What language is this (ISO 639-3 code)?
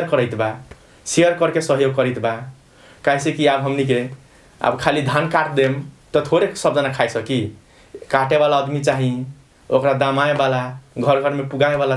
bho